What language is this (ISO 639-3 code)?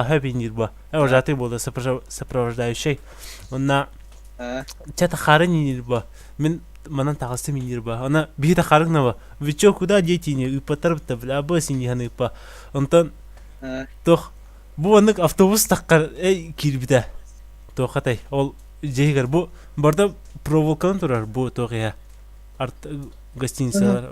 sah